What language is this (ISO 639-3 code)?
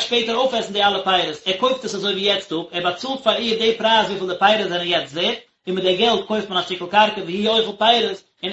yid